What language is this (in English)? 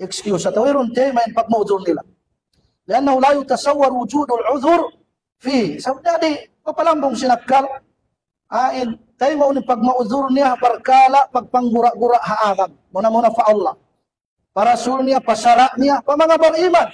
Tausug